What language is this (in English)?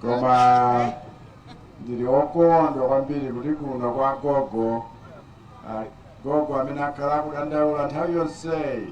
Nyanja